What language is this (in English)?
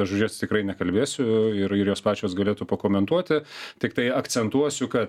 Lithuanian